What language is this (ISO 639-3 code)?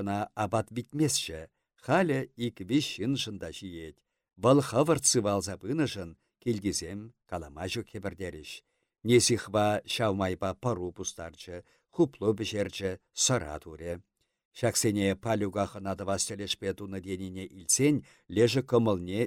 chv